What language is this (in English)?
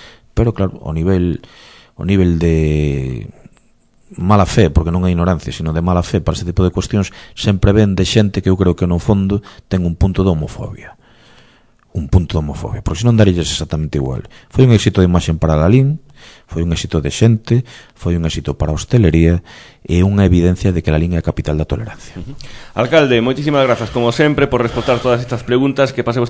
Galician